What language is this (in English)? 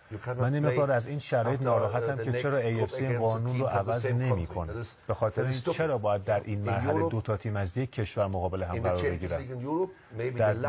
Persian